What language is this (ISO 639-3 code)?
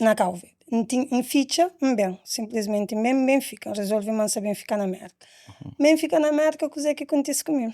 kea